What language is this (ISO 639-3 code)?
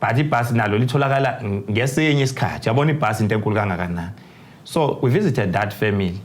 zul